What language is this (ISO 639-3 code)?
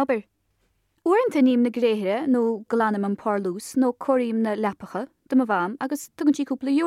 gle